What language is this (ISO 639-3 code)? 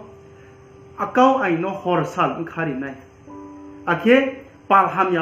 ria